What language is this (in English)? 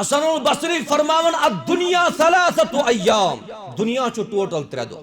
Kashmiri